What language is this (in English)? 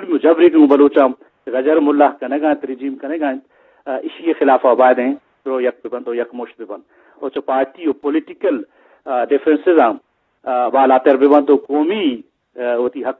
Eastern Balochi